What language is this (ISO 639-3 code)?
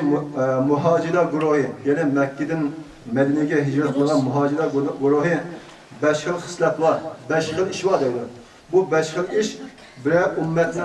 uig